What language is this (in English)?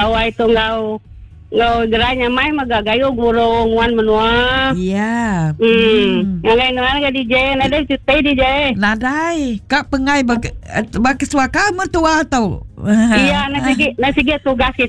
Iban